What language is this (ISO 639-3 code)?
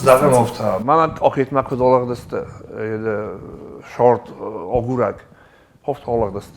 oss